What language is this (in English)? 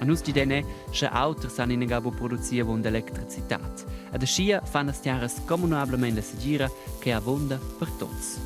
Romansh